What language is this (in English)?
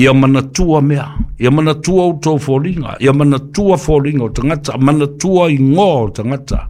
Samoan